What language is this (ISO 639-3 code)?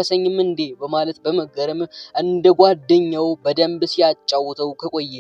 amh